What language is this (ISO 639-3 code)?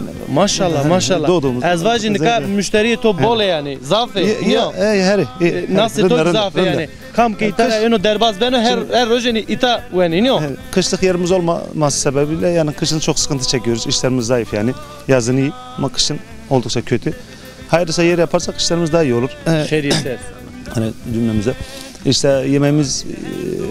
zza